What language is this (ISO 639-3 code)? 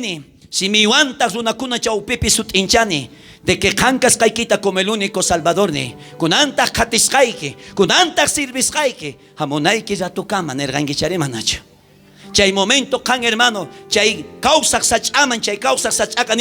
quh